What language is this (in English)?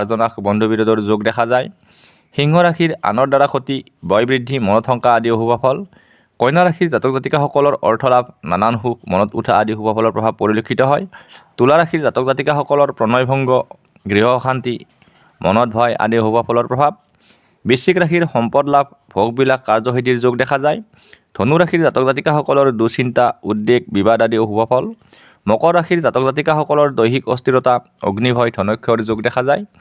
Assamese